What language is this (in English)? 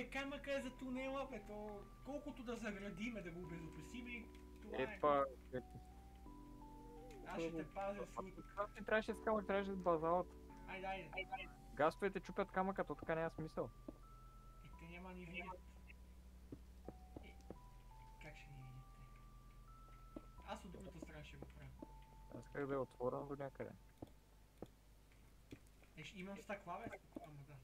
Bulgarian